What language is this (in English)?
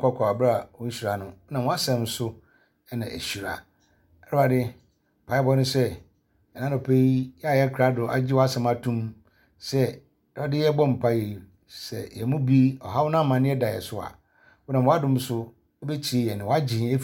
Akan